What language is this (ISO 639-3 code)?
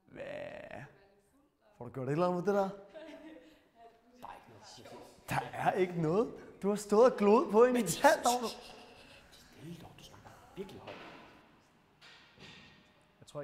dan